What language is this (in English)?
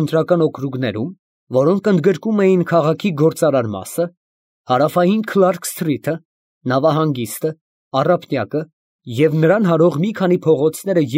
Armenian